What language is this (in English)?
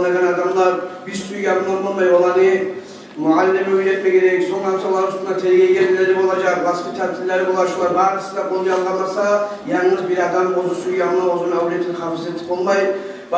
Kumyk